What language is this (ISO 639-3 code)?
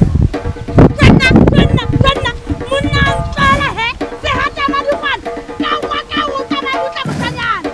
sot